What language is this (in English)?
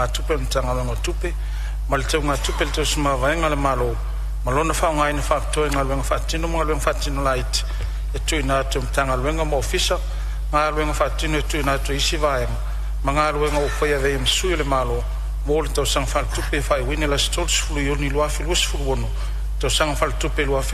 Samoan